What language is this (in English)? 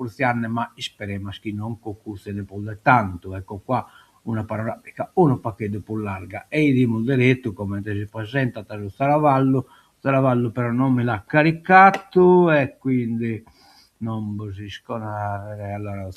Sardinian